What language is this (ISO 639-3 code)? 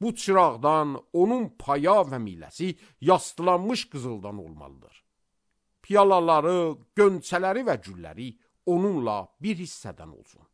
aze